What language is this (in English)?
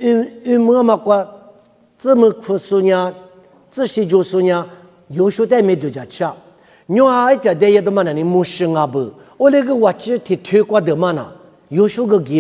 Lisu